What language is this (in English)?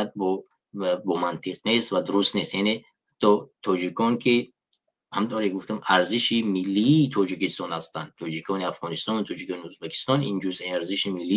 Tajik